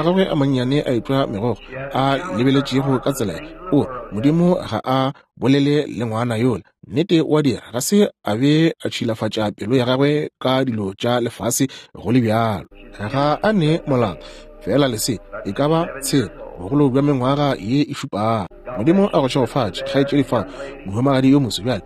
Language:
Northern Sotho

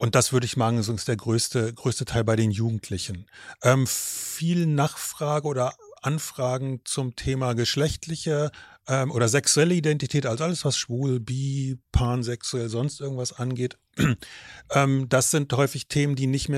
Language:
German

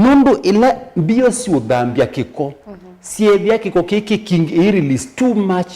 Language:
Kamba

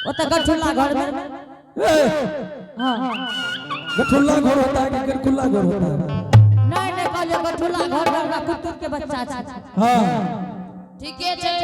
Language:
Angika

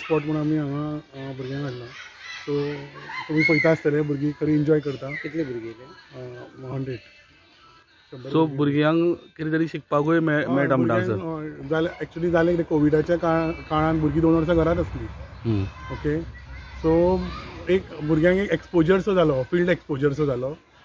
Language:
Konkani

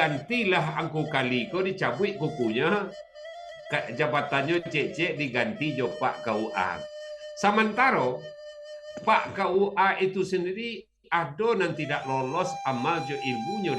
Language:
Minangkabau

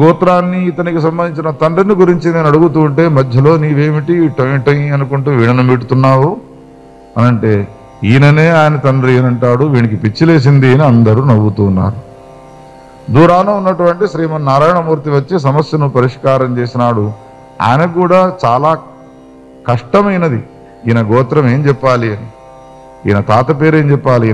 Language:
Telugu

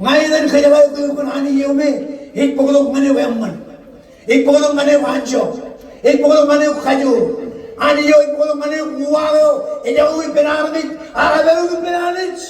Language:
Marshallese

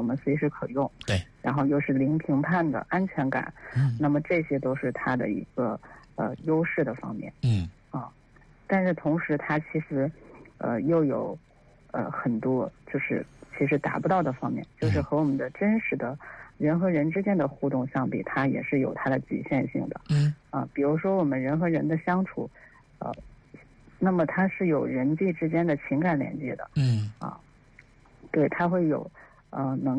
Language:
Chinese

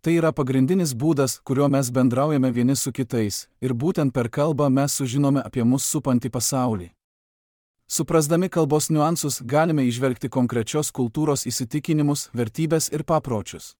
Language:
Lithuanian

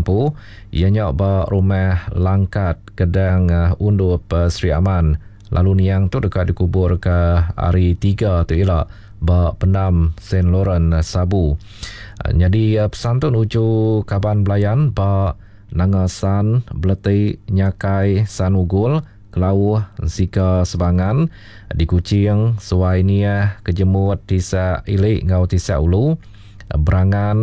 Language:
Iban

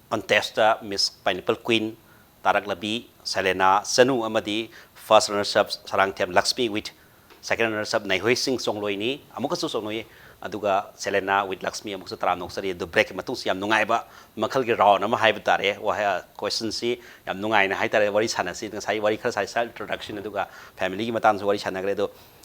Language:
Manipuri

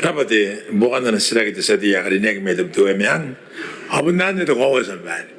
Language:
Gilbertese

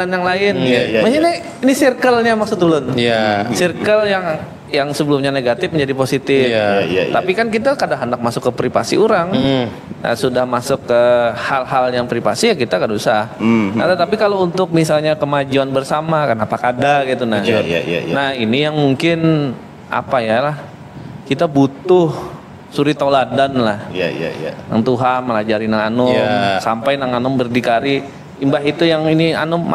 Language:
Banjar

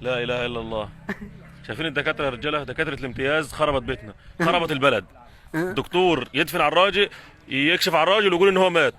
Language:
Egyptian Arabic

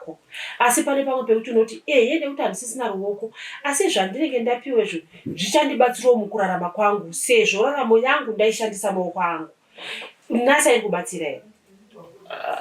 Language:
Shona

